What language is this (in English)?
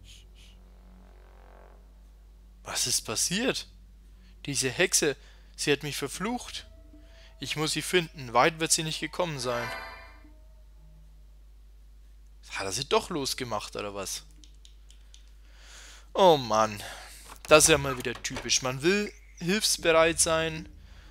German